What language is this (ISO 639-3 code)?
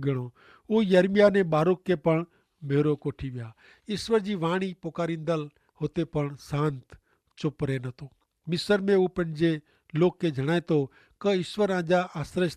kfr